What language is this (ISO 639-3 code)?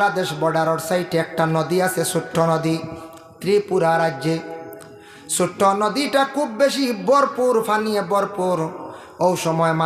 syl